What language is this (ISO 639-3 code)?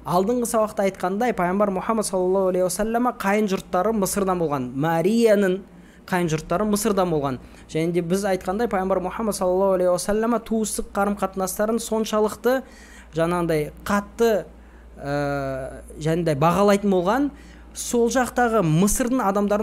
kaz